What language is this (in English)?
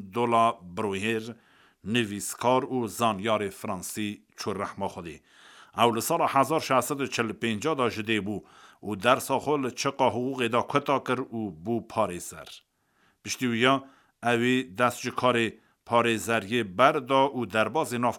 Kurdish